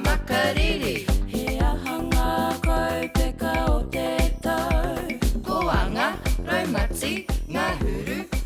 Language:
Māori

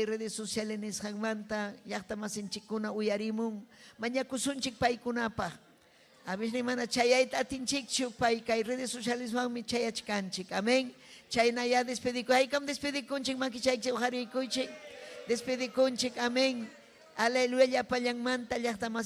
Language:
Ayacucho Quechua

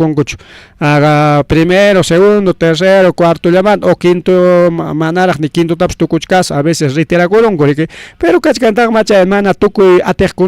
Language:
Ayacucho Quechua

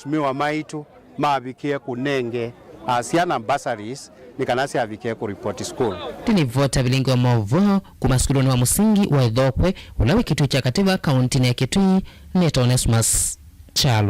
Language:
Kamba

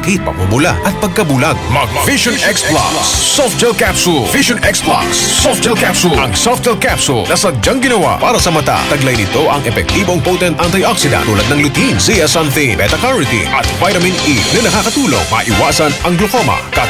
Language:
Filipino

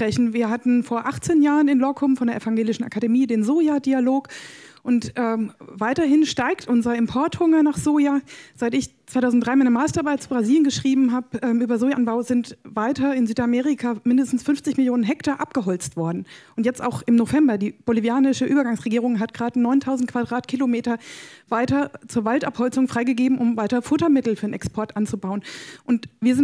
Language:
German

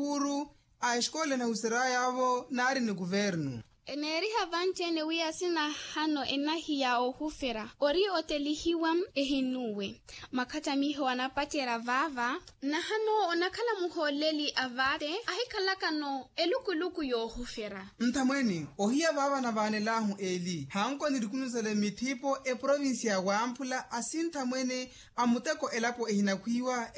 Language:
Makhuwa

